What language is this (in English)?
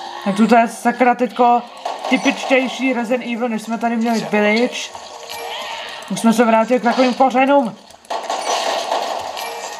Czech